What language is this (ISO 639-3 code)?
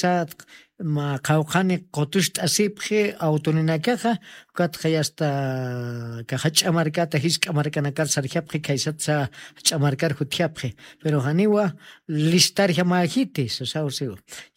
aym